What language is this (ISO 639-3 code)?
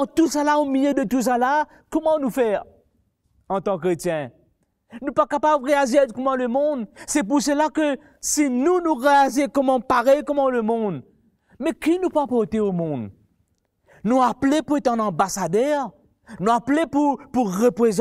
mfe